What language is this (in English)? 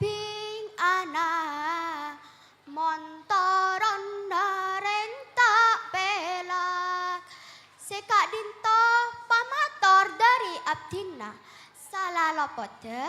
Madurese